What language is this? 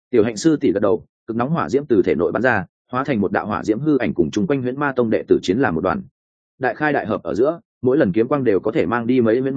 Vietnamese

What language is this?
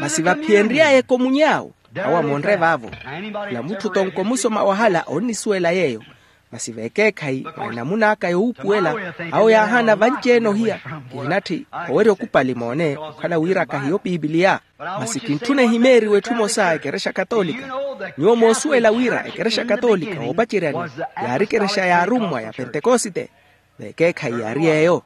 Makhuwa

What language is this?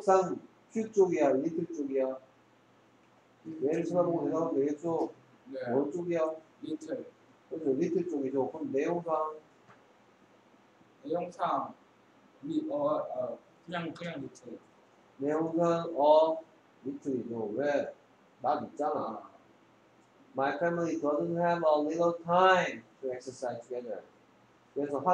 Korean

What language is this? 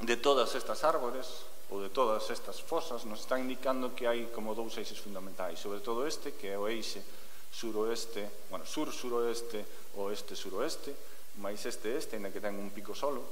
Galician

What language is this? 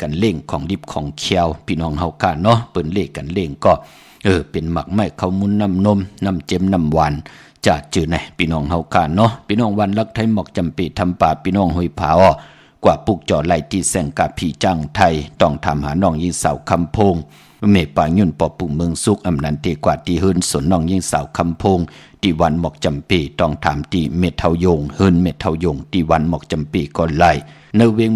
Shan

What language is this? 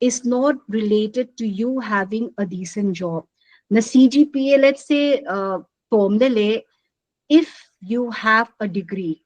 Paite Chin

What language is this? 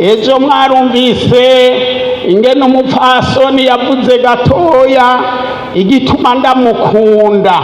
Rundi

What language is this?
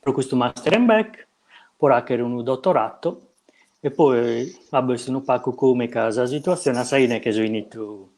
Sardinian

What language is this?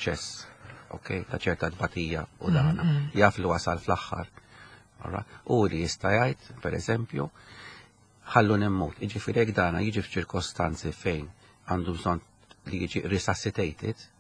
Maltese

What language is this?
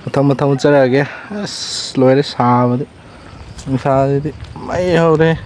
Manipuri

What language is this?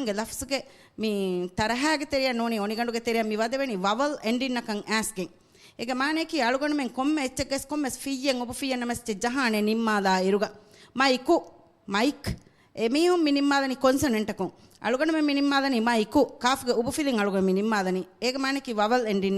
Divehi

